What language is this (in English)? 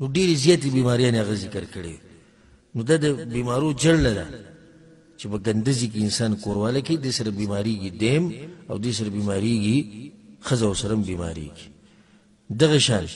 Pashto